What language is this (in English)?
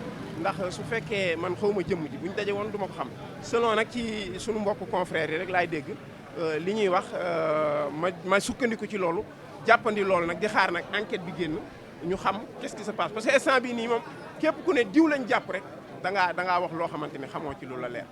Wolof